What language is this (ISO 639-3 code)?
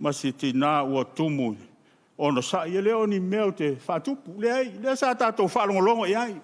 smo